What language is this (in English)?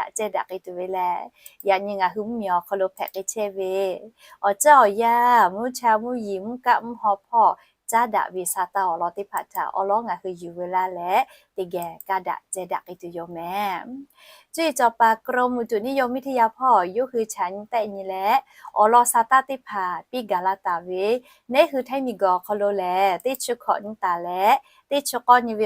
Lahu